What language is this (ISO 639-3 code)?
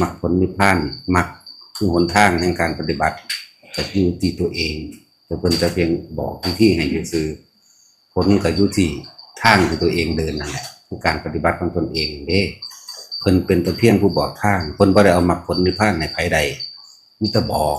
tts